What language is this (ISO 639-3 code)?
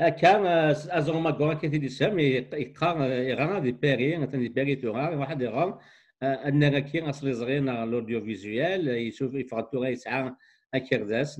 kab